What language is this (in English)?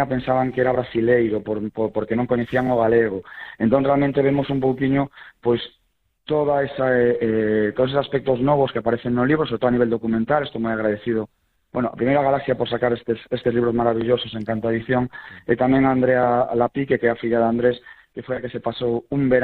Galician